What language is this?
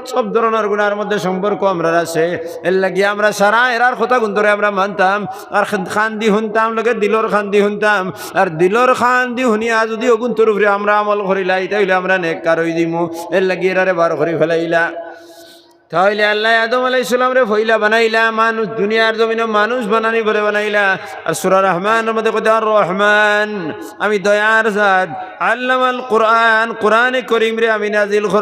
Sylheti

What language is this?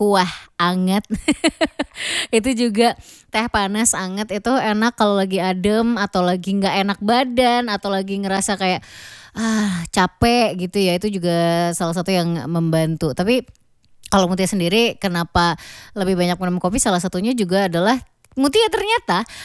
Indonesian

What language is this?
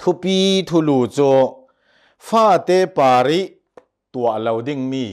Hakha Chin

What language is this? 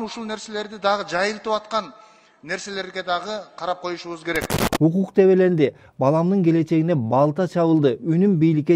Kyrgyz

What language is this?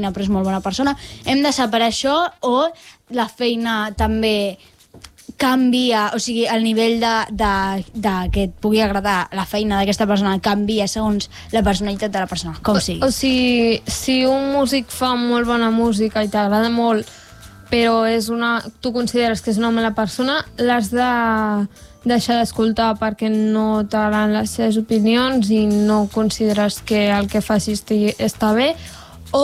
Catalan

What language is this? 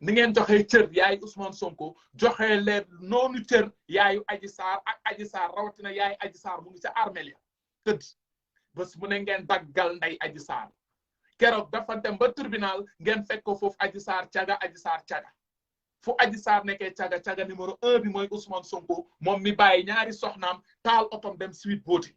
Wolof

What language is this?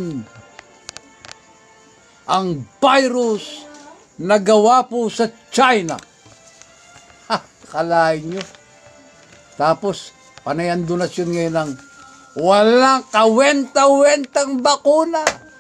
Filipino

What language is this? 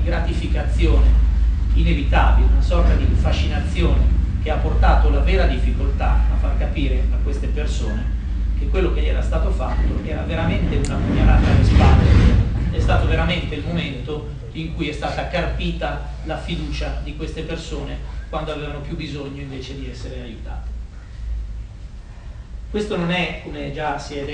Italian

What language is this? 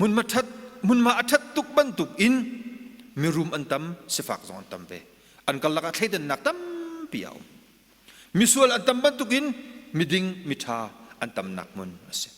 Hakha Chin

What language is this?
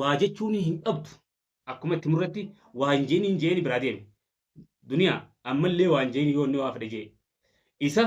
Oromo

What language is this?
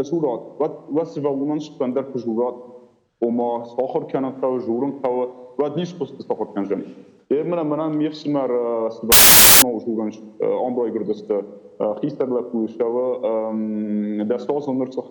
Ossetic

